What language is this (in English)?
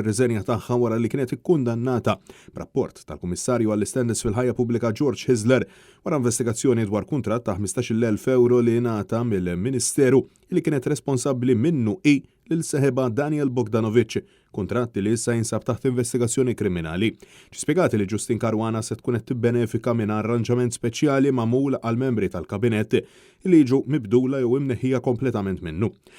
Maltese